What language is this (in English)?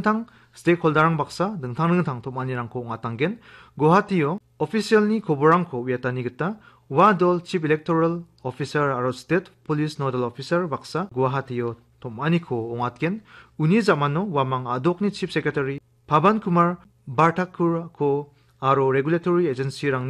Garo